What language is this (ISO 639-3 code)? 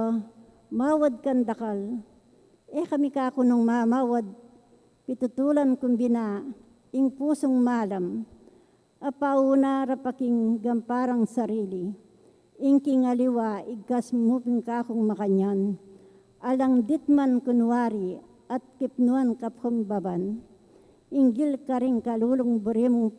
pam